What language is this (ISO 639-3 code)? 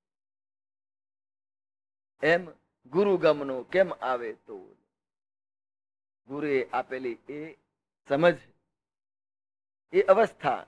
guj